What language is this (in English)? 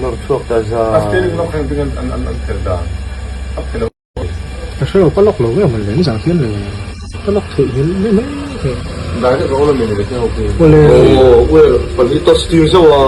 Mizo